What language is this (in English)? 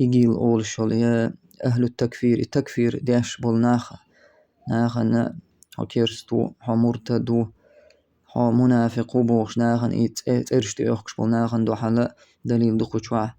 Chechen